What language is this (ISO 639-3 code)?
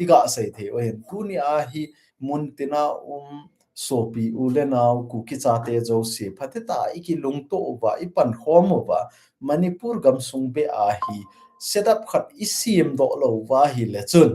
tcz